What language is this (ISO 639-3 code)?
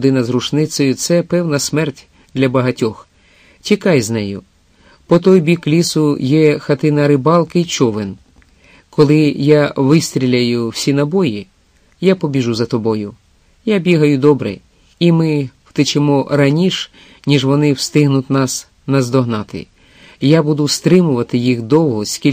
ukr